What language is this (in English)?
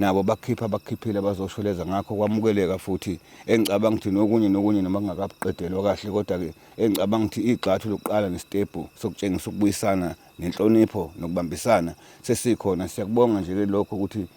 Zulu